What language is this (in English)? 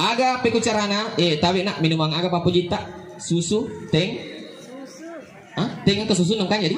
Buginese